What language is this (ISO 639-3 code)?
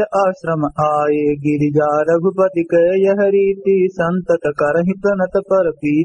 awa